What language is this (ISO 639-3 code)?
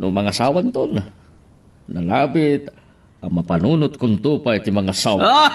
ilo